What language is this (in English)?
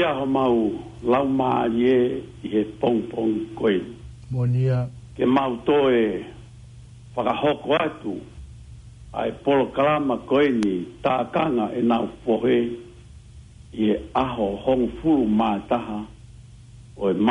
Tongan